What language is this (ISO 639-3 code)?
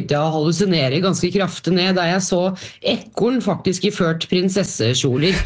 nor